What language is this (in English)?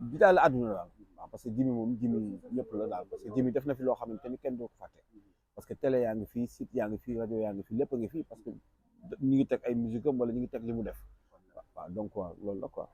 Wolof